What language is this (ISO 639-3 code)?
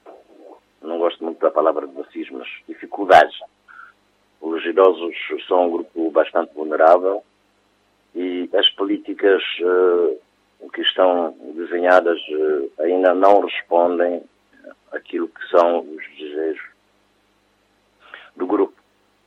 por